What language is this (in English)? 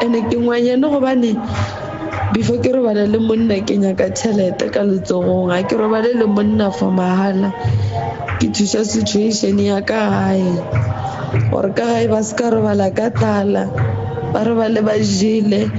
Northern Sotho